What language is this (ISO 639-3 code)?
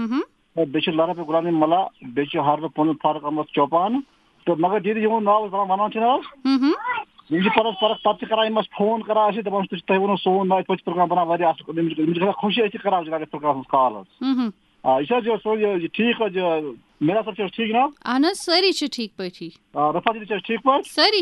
kas